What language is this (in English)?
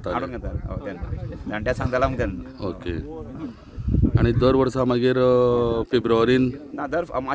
Konkani